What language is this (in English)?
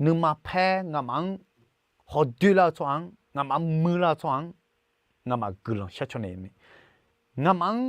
Akha